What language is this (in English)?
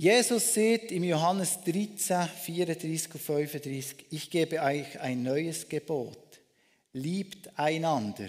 Swiss German